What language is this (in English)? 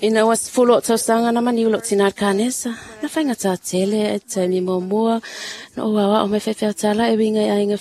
Samoan